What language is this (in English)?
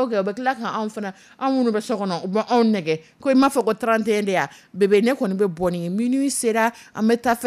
Dyula